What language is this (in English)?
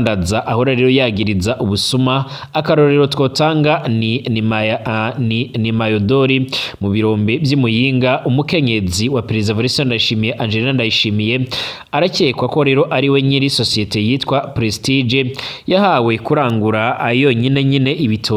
Rundi